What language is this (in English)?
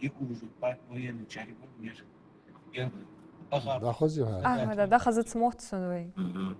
Ingush